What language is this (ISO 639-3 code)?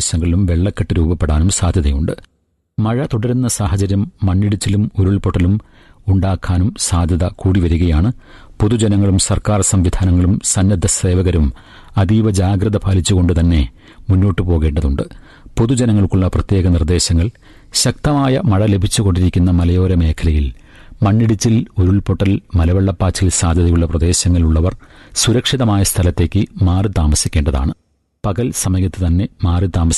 mal